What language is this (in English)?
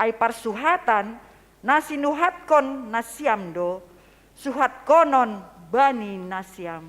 Batak Simalungun